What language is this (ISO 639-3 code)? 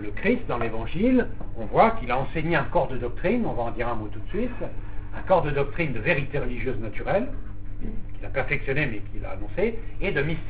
fra